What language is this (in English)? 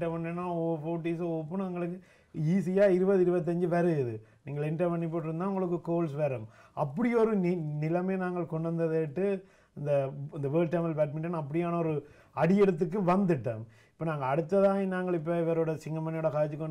Tamil